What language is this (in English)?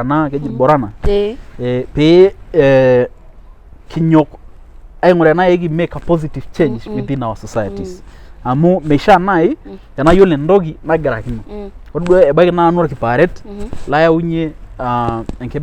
Masai